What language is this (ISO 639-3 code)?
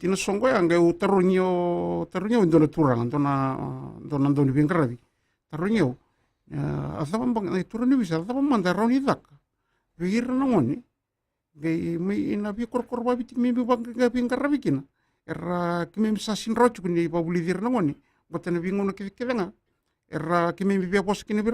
fij